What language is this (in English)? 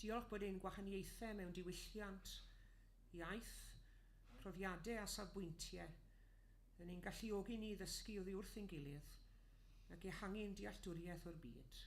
Welsh